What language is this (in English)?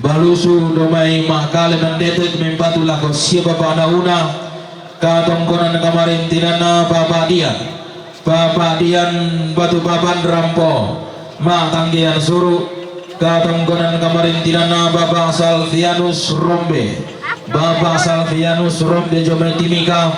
Toraja-Sa'dan